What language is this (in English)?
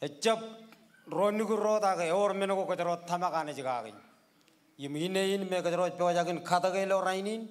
Marshallese